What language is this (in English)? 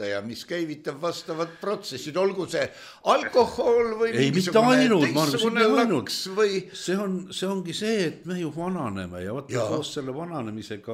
Estonian